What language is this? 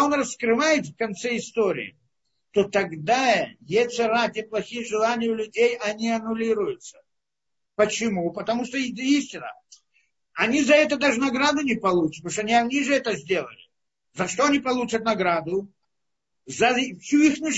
Russian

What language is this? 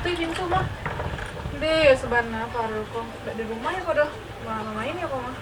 Minangkabau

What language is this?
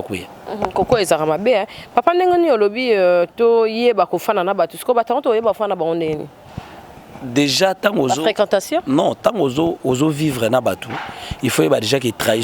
Lingala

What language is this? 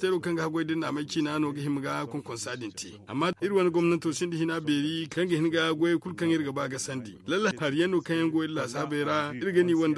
Zarma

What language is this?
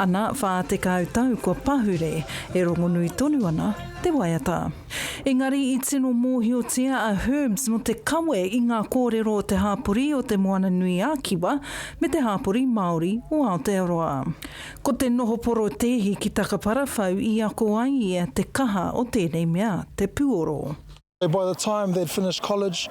Māori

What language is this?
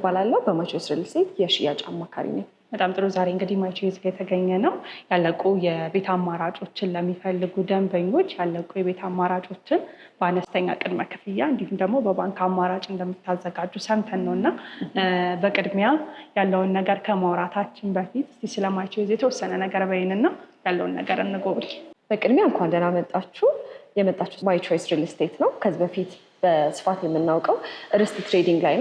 Amharic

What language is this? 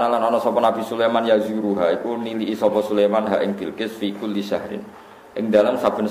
Javanese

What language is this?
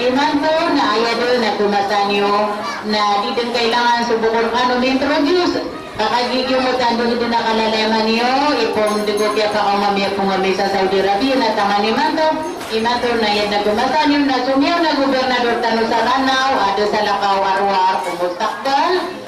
Maranao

